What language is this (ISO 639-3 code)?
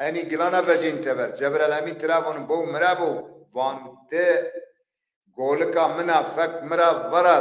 zza